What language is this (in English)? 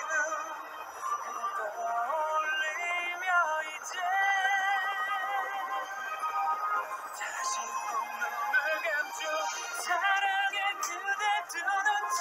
Korean